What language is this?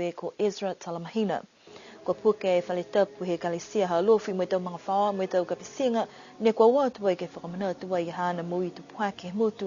Niuean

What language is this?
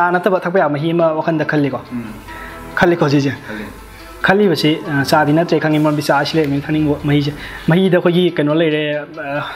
Manipuri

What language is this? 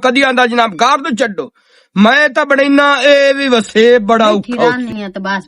Western Panjabi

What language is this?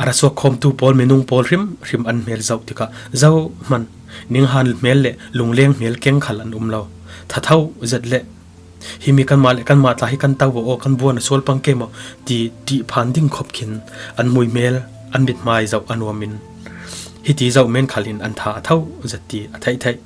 Falam Chin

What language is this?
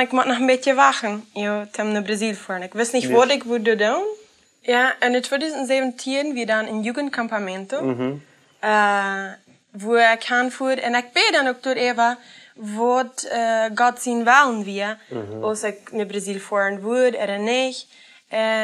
Plautdietsch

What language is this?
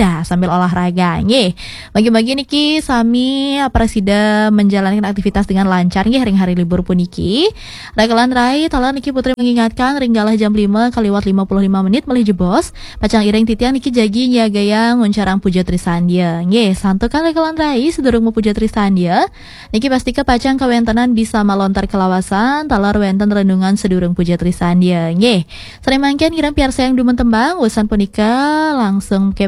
Balinese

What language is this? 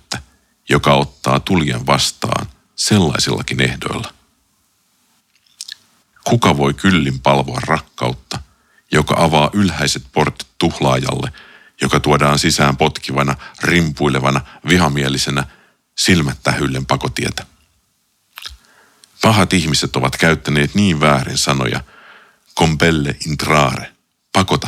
Finnish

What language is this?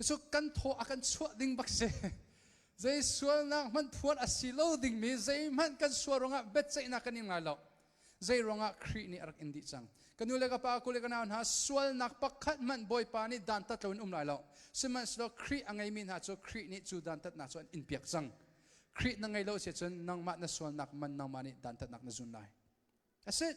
Hakha Chin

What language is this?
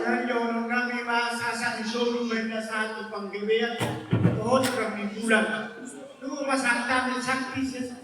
Batak Toba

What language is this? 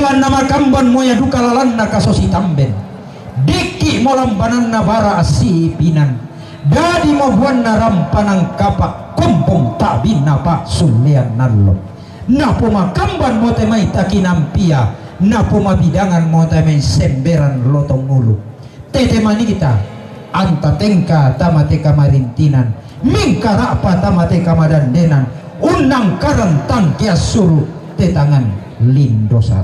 Toraja-Sa'dan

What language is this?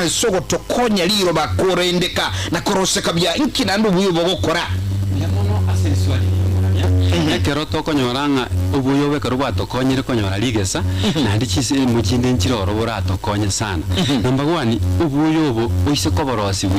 Gusii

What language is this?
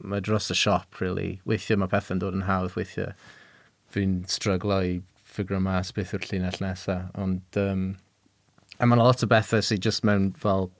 Welsh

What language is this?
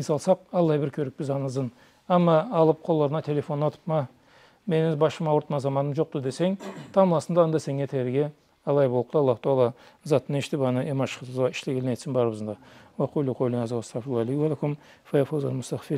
Karachay-Balkar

